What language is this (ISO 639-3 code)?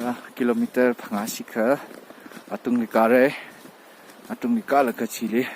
nmf